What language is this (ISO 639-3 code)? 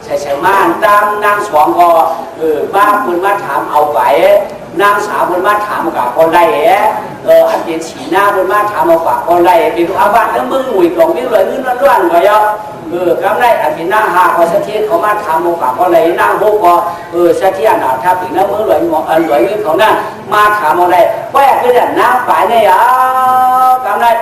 shn